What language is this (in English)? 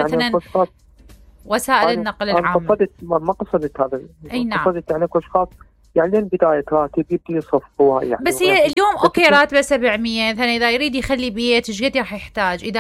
Mesopotamian Arabic